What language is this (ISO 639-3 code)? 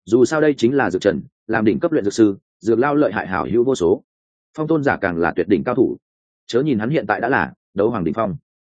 vie